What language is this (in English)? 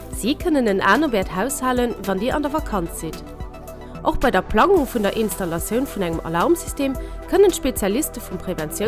Luxembourgish